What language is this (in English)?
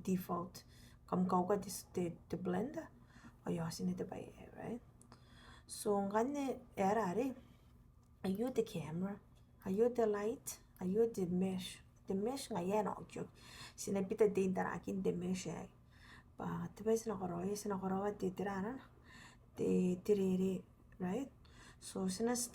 Gilbertese